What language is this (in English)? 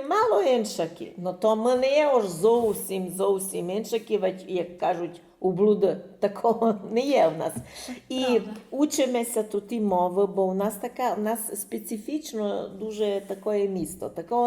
Rusyn